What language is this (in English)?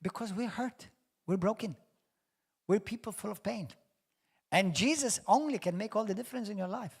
English